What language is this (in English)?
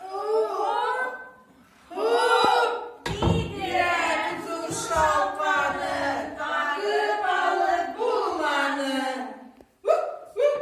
Bashkir